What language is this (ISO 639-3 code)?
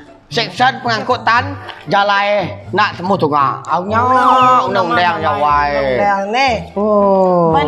iba